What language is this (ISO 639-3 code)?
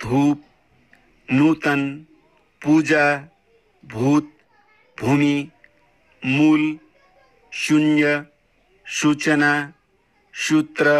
nep